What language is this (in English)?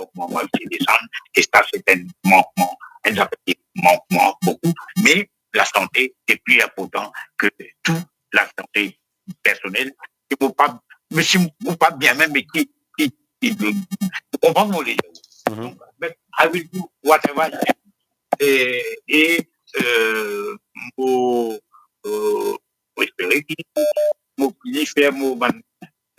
Morisyen